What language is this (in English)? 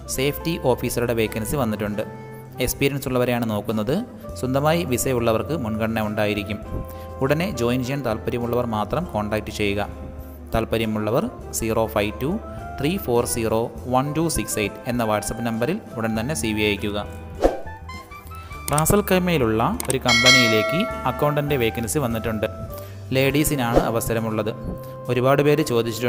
Malayalam